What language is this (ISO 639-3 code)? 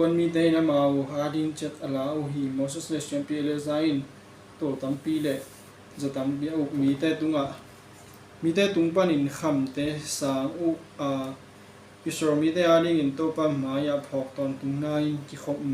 ctd